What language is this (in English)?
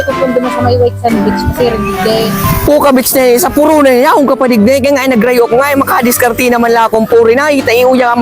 Bikol